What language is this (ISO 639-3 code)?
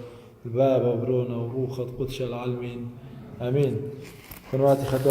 aii